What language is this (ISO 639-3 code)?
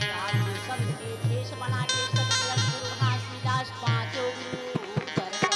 hne